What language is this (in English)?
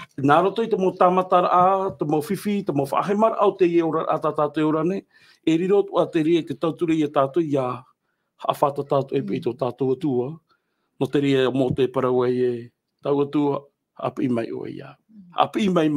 Tahitian